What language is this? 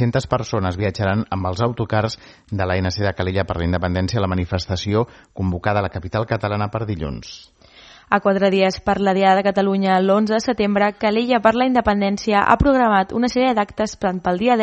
Catalan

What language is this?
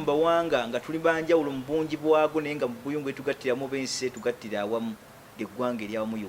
Ganda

